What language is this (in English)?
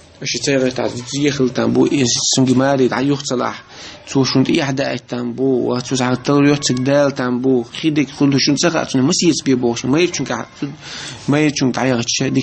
Chechen